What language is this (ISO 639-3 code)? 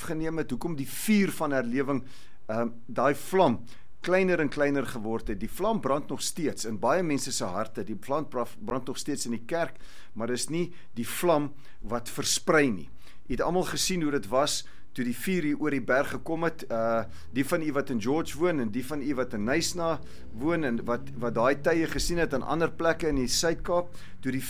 afr